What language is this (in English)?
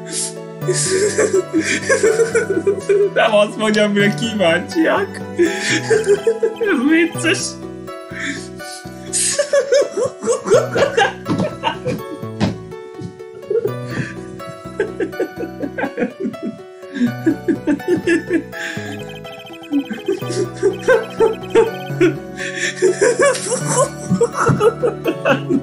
Hungarian